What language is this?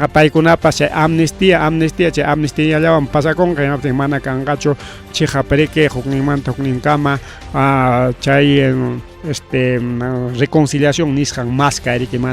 Ayacucho Quechua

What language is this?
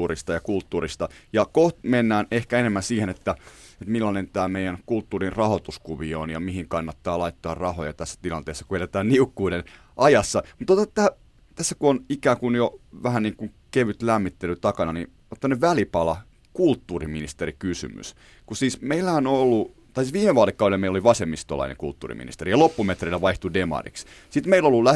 Finnish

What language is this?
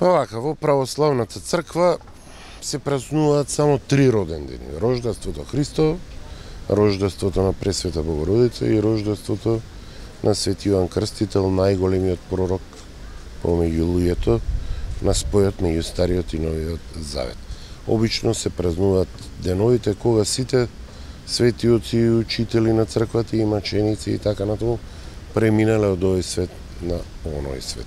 Macedonian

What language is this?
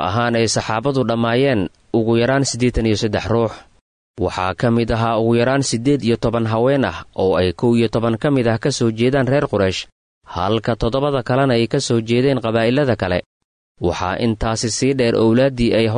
Somali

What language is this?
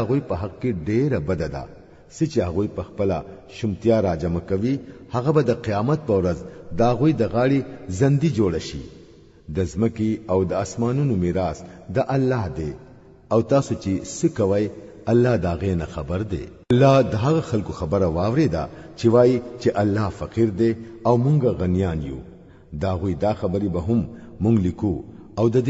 Pashto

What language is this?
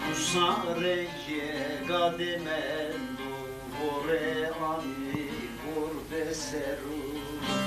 Zaza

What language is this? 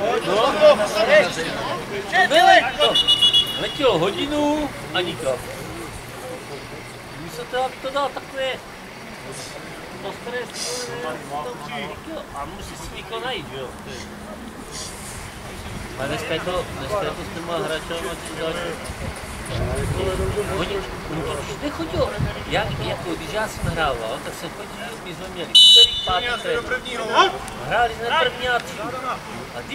Czech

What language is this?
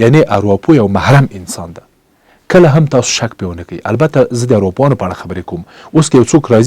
Pashto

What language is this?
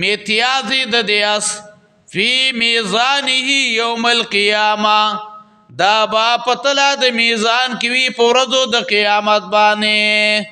Pashto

